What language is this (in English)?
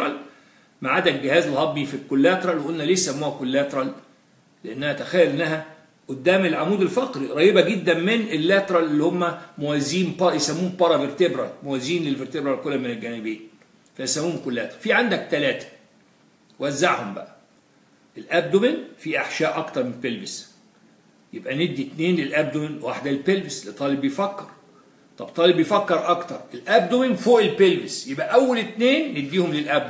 Egyptian Arabic